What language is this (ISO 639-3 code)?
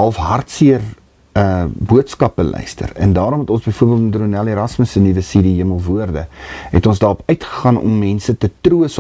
afr